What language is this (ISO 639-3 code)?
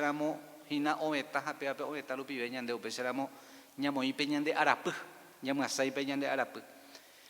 grn